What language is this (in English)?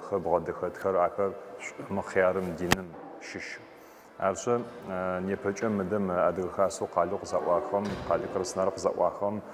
Adyghe